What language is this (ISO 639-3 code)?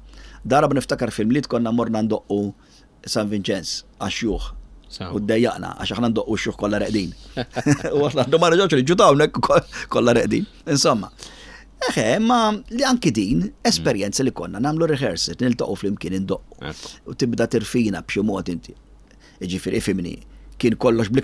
mlt